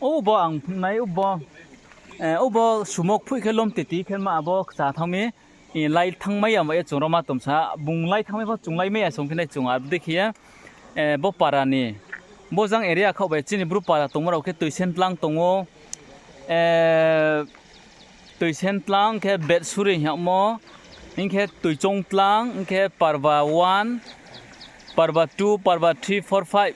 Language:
Riang (India)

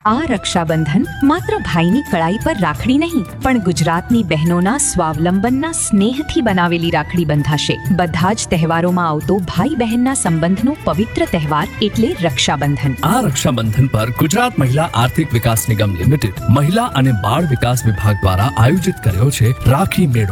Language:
Gujarati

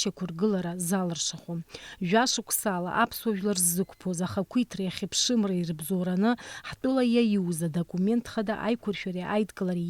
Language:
Abkhazian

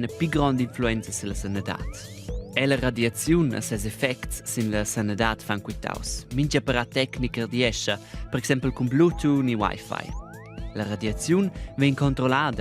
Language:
Romansh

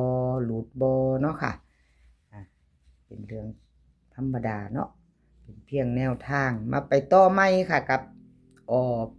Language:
Northeastern Thai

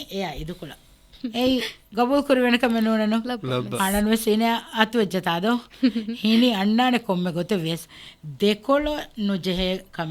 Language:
Divehi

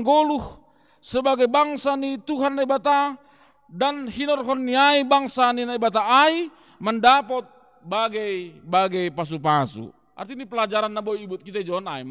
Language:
Batak Simalungun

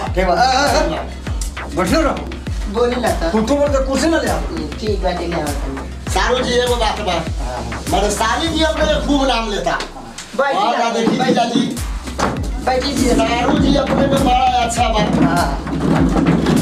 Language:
Bhojpuri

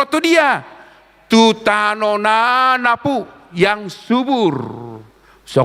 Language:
Batak Toba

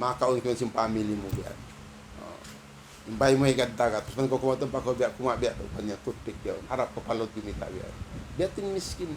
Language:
Tausug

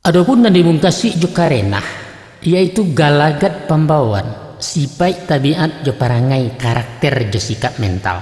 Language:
Minangkabau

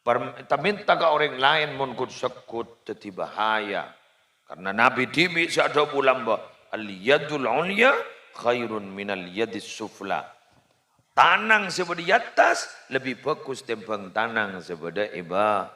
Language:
Madurese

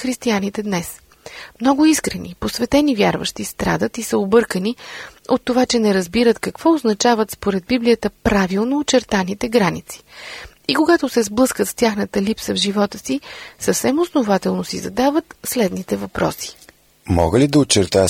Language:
Bulgarian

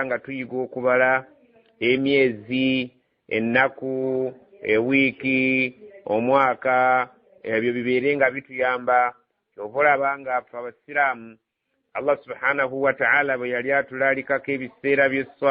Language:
Ganda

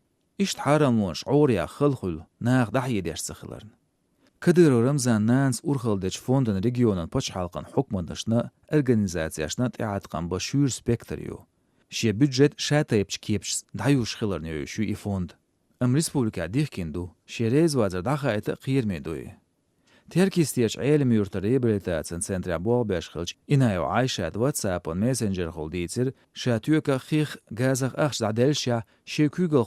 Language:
Chechen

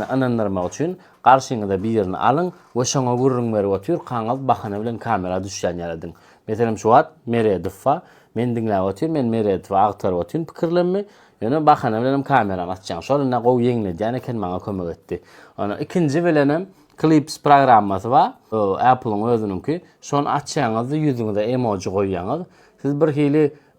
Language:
Turkmen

